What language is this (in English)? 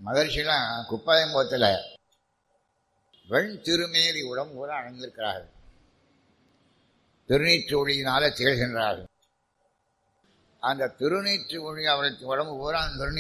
Tamil